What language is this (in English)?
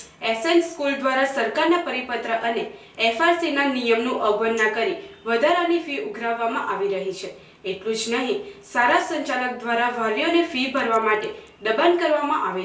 Gujarati